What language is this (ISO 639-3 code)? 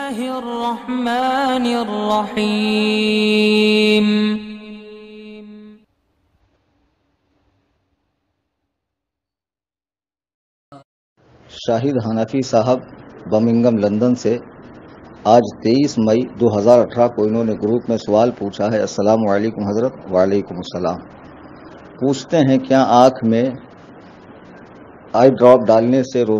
urd